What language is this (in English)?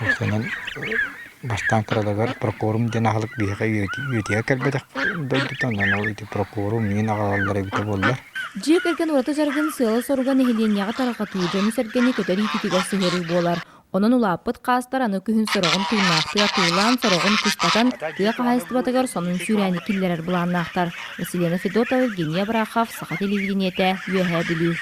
Yakut